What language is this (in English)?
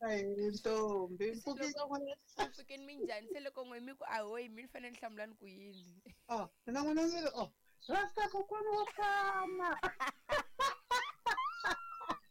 Tsonga